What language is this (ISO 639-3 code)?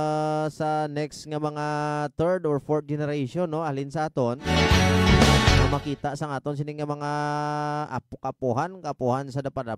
hil